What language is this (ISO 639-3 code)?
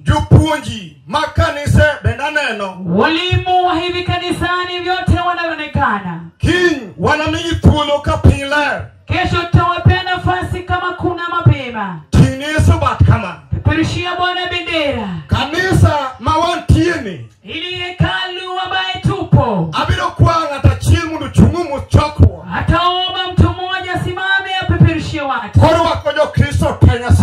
luo